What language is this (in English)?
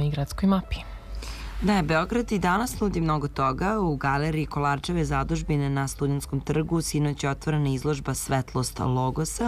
Serbian